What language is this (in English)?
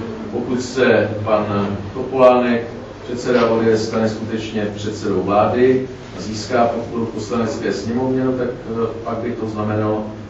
Czech